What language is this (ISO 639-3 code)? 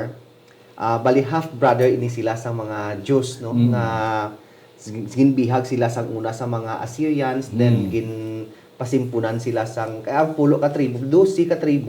hil